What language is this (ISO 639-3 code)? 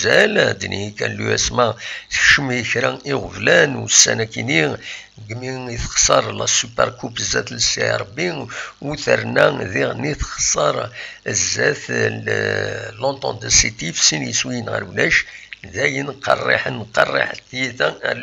kab